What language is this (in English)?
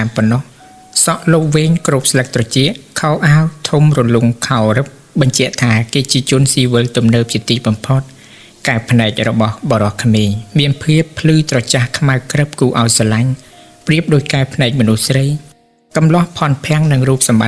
Khmer